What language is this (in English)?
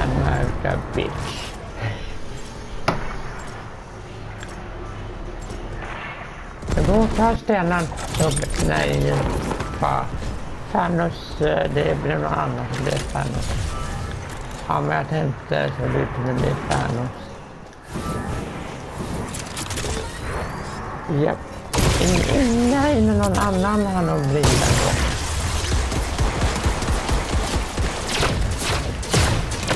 Swedish